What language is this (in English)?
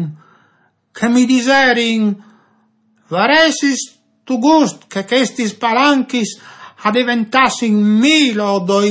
Friulian